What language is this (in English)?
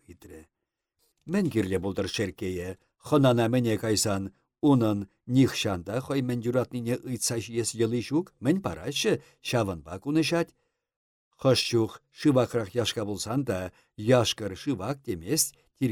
Chuvash